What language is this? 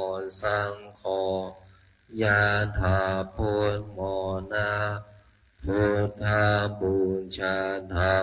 Pali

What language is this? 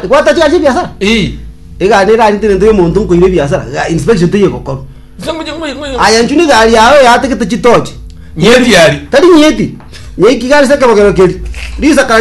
Gusii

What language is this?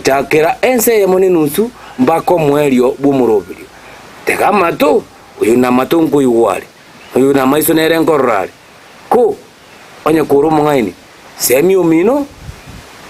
Gusii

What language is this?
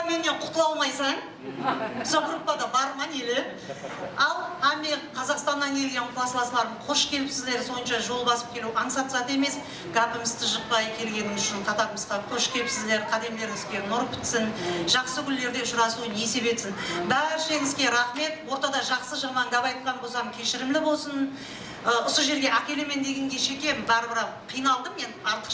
Kara-Kalpak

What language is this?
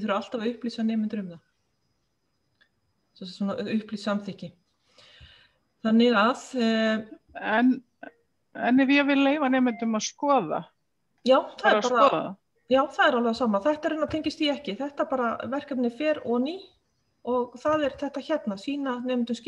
Icelandic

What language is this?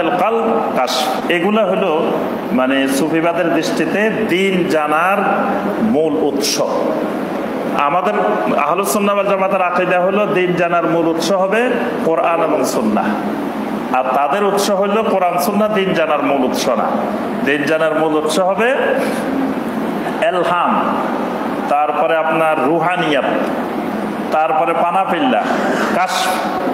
Bangla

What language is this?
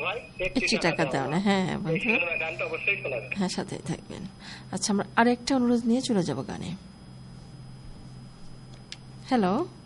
Bangla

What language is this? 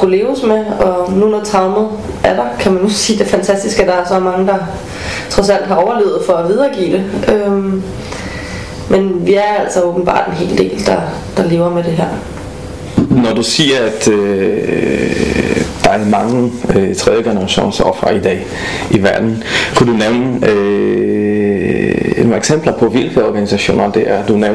Danish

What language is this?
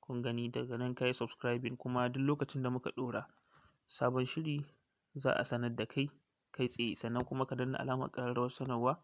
Hausa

